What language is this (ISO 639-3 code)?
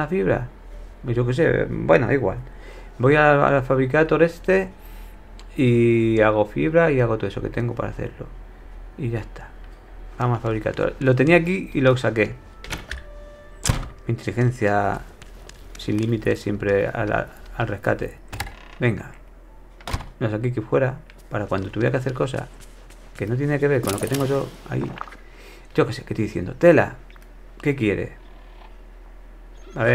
spa